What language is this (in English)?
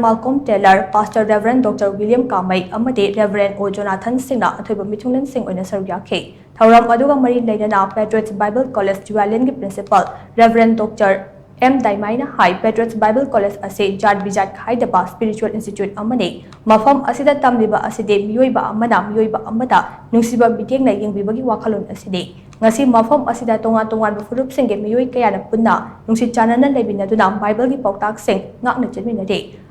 Manipuri